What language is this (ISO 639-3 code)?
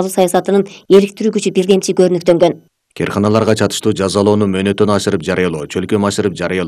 kir